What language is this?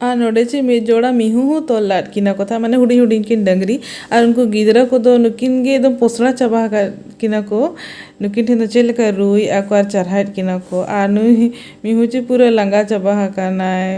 Santali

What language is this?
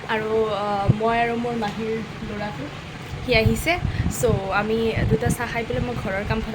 Assamese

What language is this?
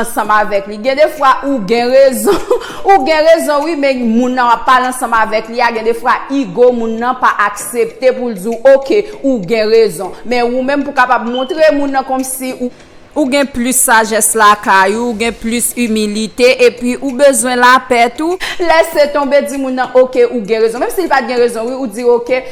Haitian Creole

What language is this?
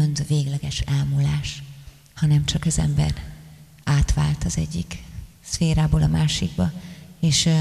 Hungarian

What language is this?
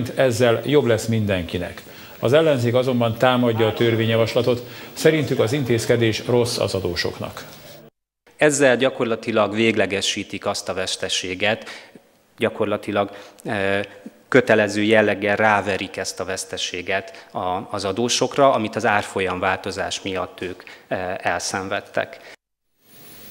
Hungarian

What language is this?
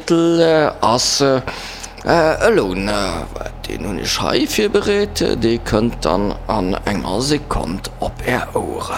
Luxembourgish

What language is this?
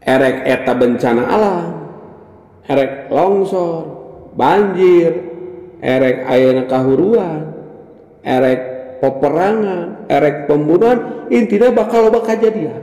Sundanese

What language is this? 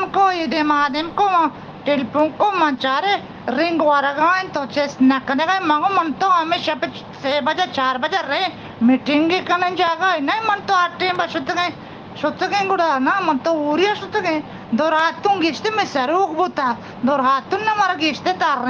Eastern Balochi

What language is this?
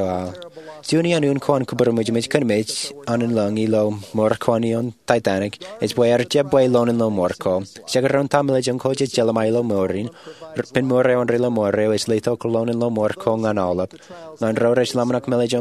Marshallese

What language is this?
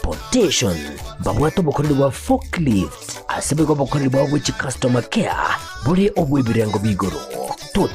Gusii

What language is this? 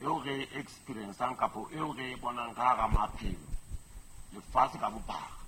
Southern Sotho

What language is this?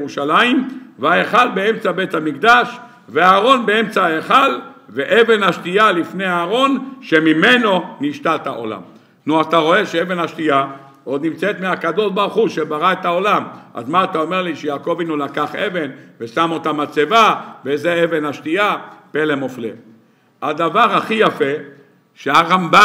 Hebrew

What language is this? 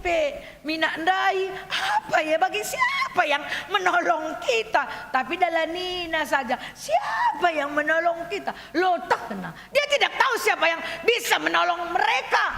Batak Karo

